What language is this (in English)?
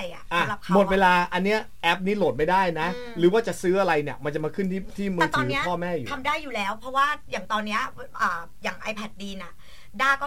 Thai